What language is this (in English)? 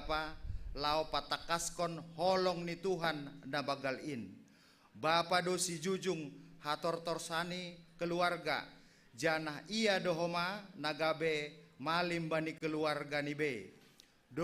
Batak Simalungun